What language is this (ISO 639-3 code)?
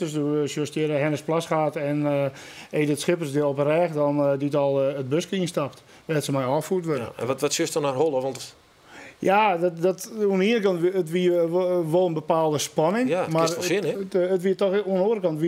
fry